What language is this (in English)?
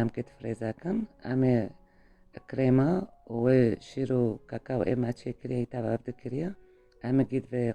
Kurdish